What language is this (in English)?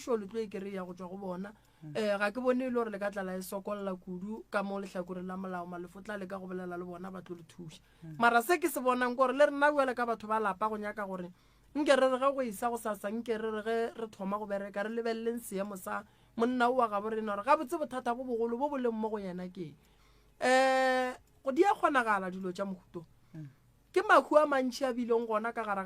Northern Sotho